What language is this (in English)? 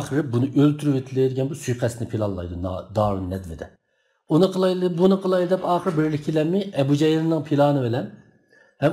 Uyghur